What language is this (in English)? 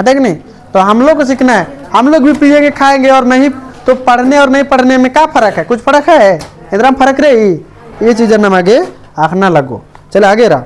Kurukh